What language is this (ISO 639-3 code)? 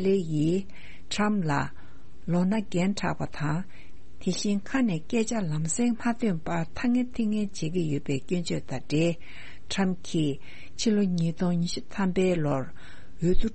bod